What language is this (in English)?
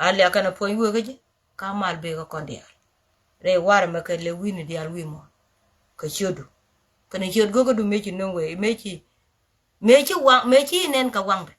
Nuer